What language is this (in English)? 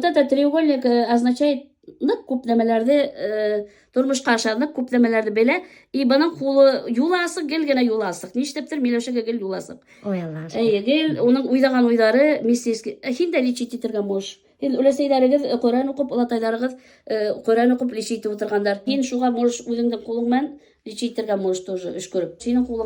Bashkir